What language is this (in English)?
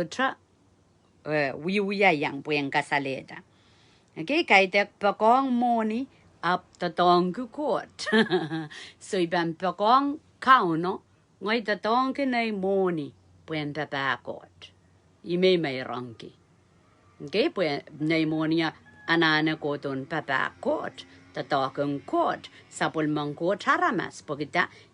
Pohnpeian